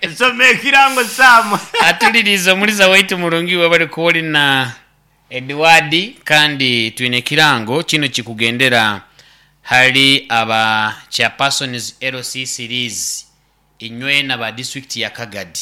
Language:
Nyankole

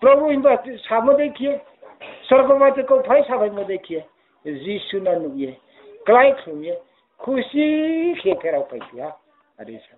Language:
Riang (India)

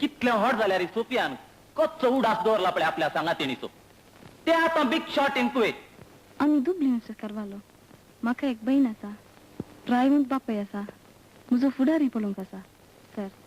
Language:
Konkani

